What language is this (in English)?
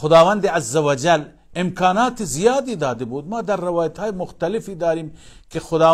Persian